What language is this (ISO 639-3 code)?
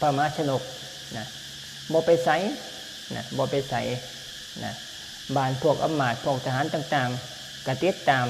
lao